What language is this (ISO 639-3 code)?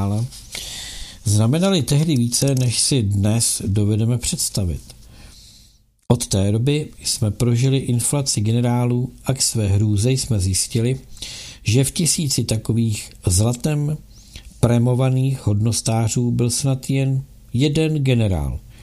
ces